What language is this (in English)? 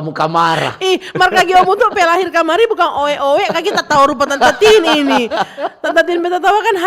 Manado Malay